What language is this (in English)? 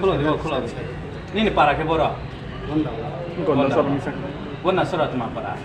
Riang (India)